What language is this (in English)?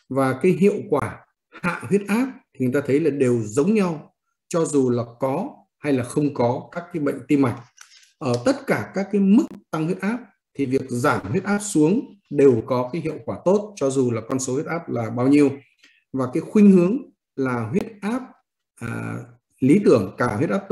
Vietnamese